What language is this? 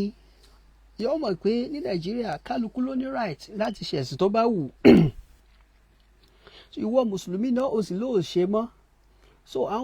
Yoruba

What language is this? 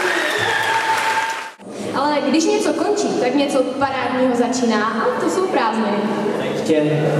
Czech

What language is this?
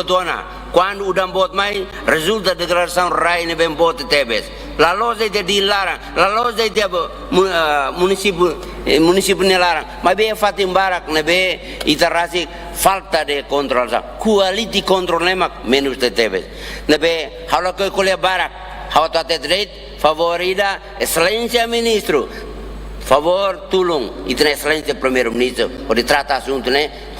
Tetum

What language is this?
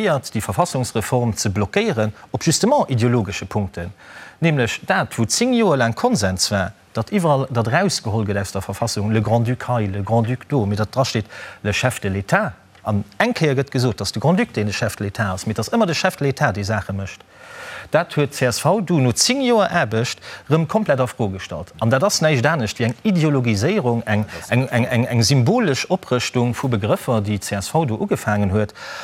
Luxembourgish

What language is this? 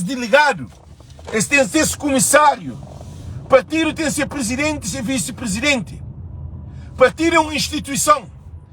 Kabuverdianu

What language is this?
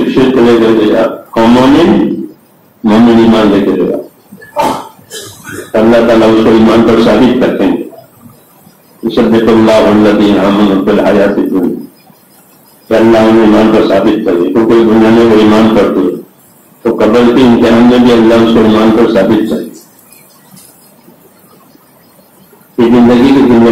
Urdu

